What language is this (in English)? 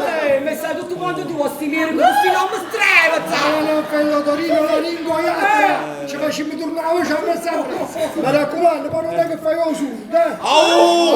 Neapolitan